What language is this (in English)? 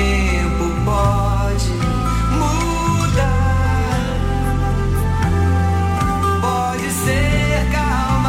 Portuguese